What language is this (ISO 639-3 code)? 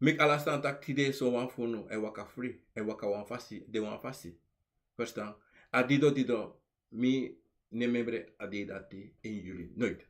srn